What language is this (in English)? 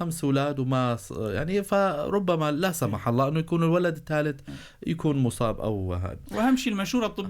North Levantine Arabic